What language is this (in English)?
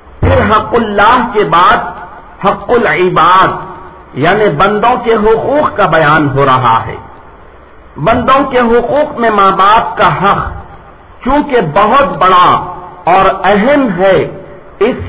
Urdu